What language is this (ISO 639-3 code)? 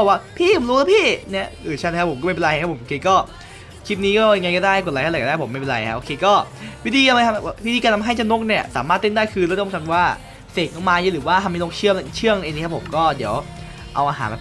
tha